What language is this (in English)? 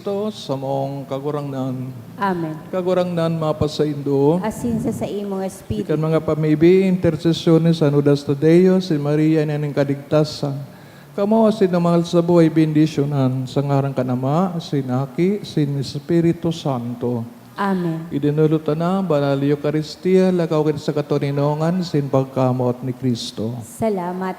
Bikol